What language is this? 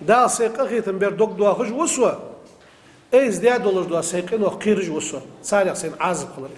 Ingush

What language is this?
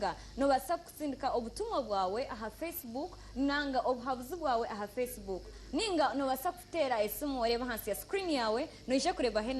Nyankole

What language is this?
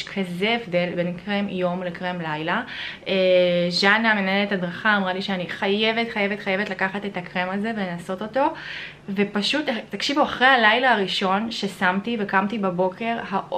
Hebrew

